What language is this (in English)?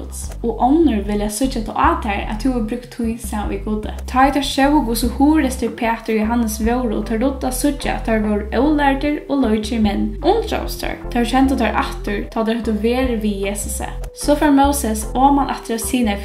Faroese